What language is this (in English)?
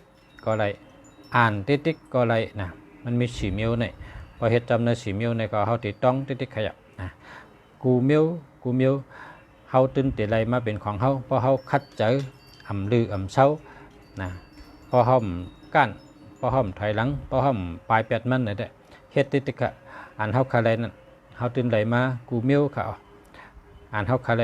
Shan